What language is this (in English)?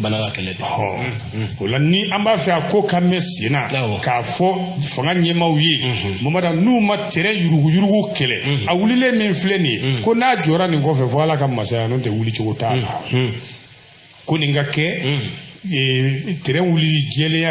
Bambara